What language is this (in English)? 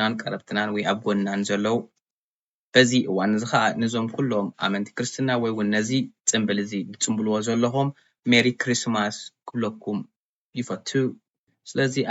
Tigrinya